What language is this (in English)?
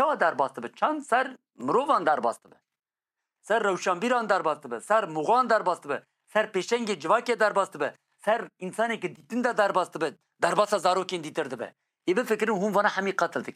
Kurdish